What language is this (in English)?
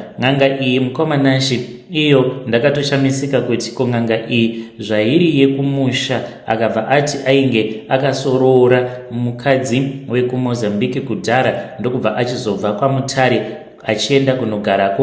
Shona